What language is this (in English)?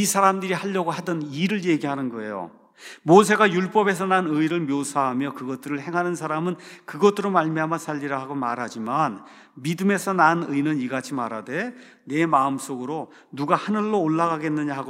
Korean